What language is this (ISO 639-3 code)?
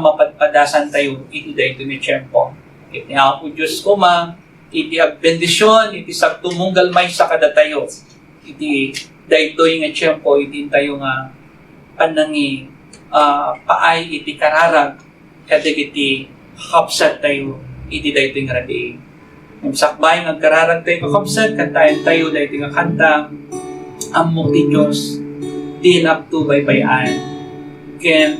ilo